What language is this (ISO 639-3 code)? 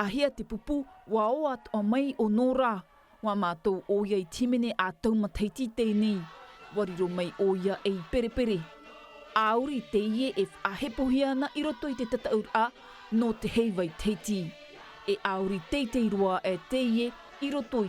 tah